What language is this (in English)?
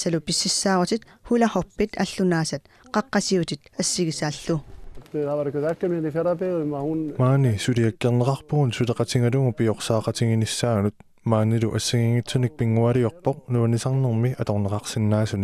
Kalaallisut